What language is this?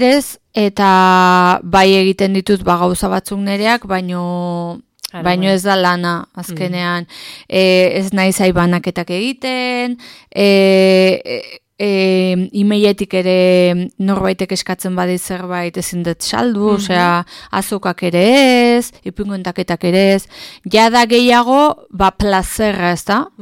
Basque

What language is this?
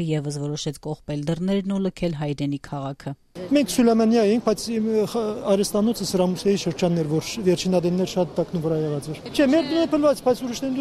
Armenian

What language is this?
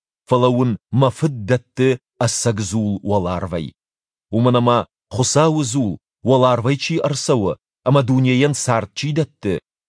Ossetic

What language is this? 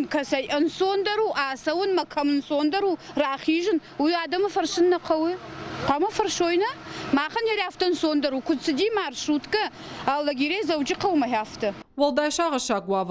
Ossetic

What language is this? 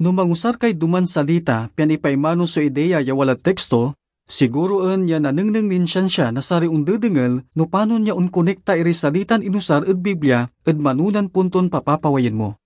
Pangasinan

